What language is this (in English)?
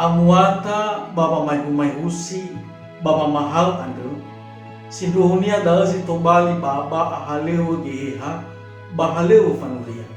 Nias